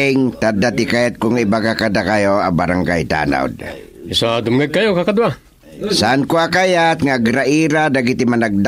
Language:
Iloko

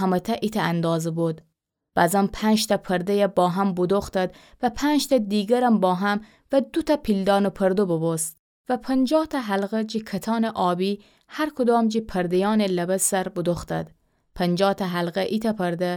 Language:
Gilaki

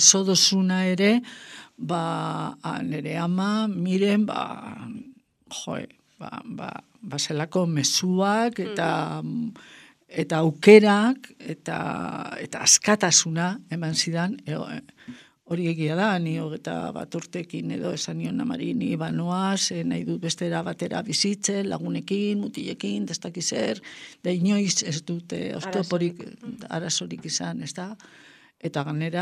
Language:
Basque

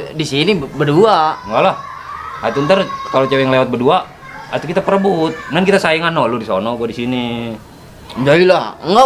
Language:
Betawi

